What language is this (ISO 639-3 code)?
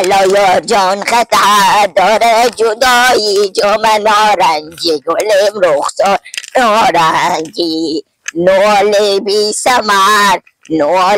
haz